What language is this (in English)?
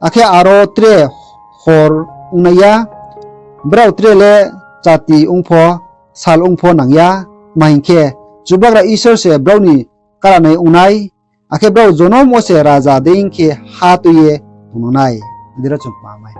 Riang (India)